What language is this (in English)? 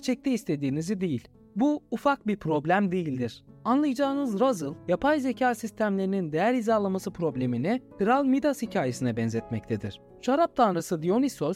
Turkish